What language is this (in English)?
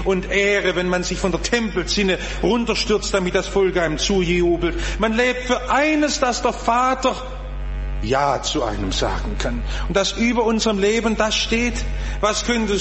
German